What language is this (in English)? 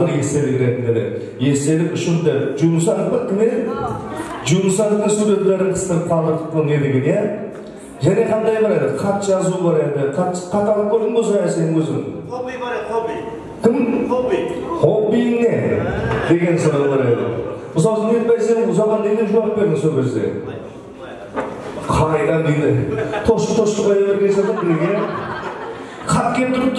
Kara-Kalpak